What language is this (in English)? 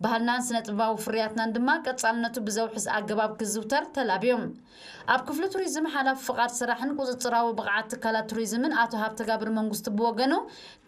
Tigrinya